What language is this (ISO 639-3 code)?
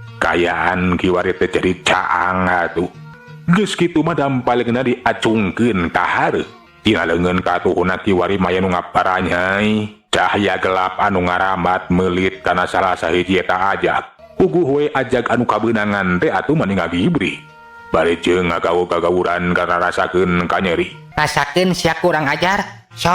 sun